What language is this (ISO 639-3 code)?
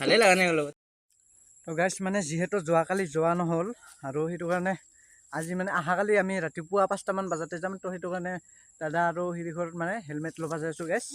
asm